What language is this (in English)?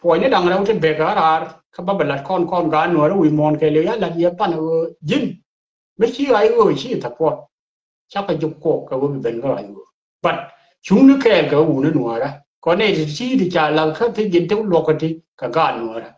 Nuer